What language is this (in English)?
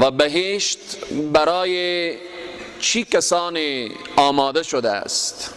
Persian